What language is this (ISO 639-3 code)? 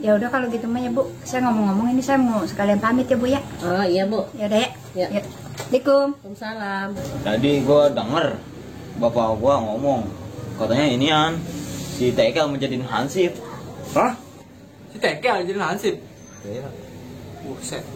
bew